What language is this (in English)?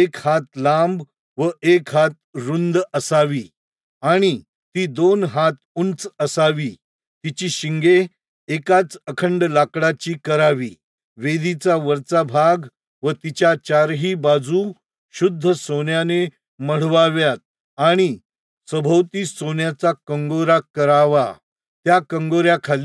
Marathi